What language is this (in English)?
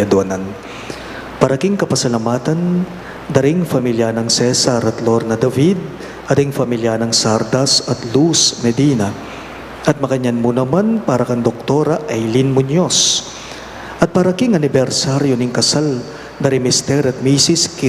Pampanga